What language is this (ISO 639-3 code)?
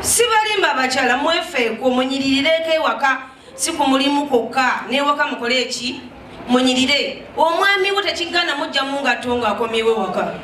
lug